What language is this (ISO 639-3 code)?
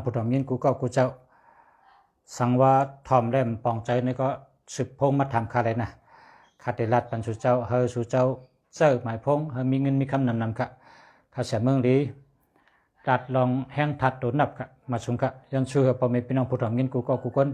shn